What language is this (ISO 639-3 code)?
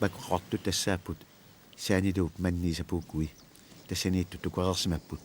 kal